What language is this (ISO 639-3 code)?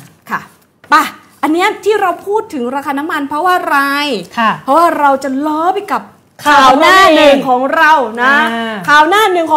tha